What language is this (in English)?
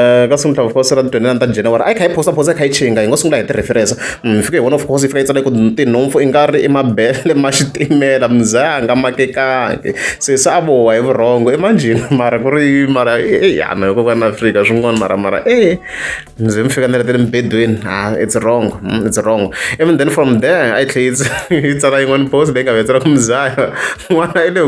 Tsonga